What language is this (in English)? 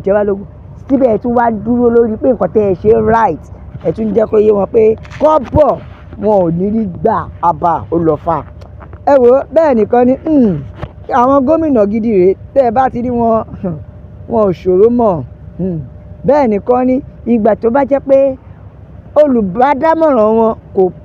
Yoruba